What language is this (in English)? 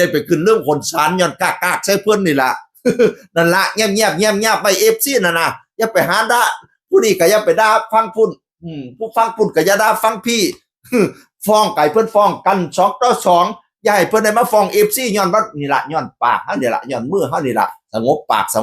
Northeastern Thai